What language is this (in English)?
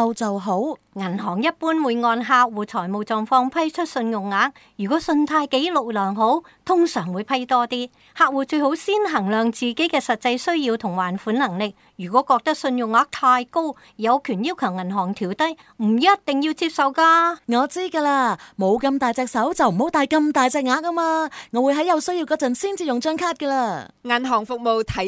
Cantonese